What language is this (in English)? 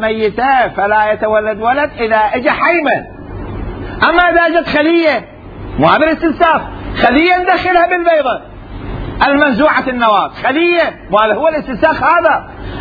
Mesopotamian Arabic